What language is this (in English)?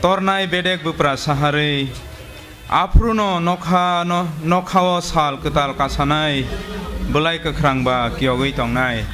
Kok Borok